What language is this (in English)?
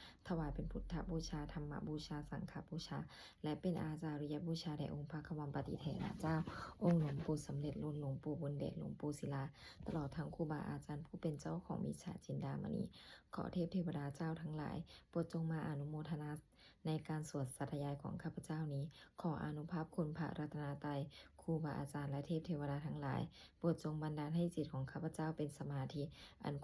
Pali